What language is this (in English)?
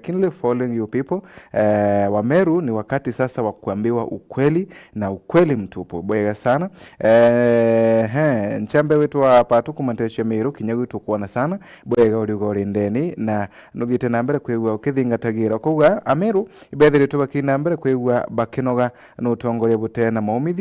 Meru